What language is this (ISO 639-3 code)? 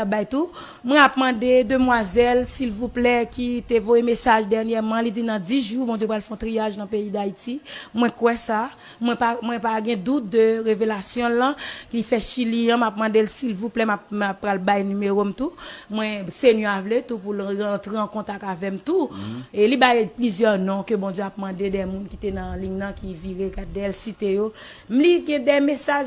hat